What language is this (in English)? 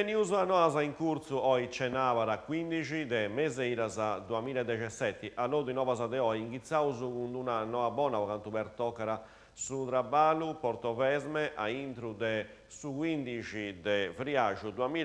Sardinian